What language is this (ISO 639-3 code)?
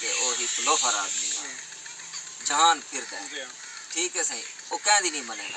skr